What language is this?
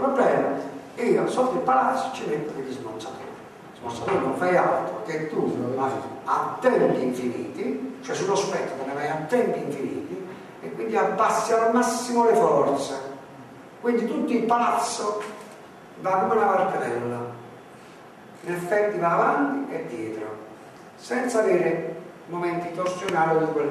Italian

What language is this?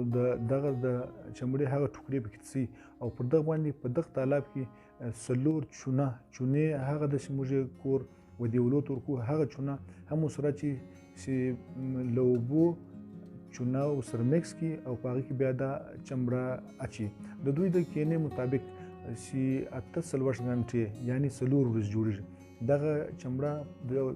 Pashto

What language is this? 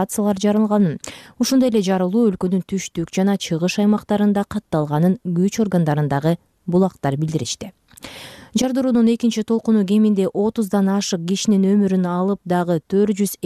Kyrgyz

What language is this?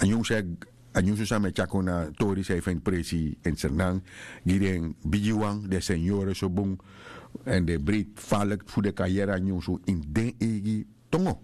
Sranan Tongo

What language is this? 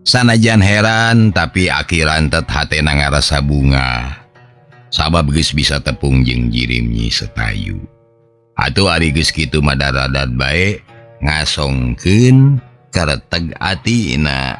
Sundanese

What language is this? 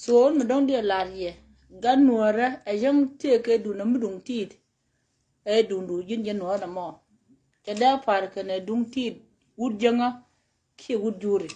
Nuer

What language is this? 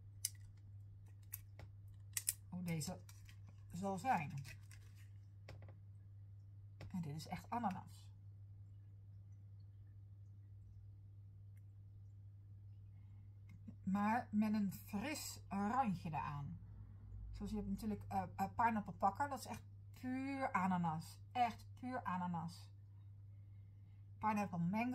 Dutch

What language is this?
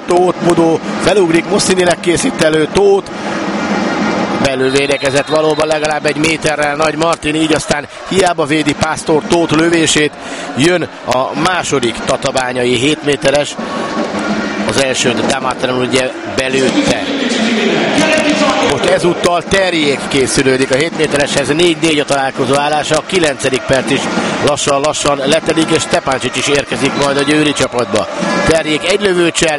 Hungarian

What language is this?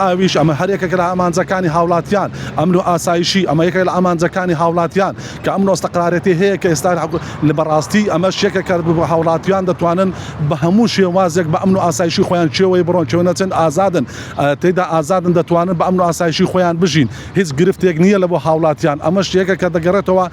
Central Kurdish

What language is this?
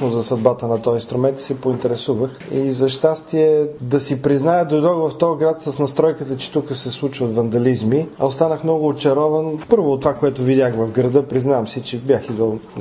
Bulgarian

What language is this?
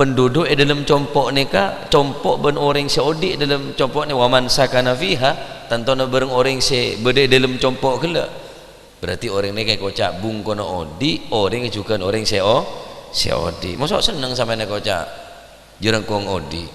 Madurese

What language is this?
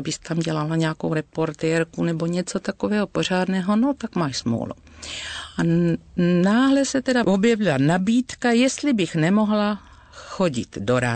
Czech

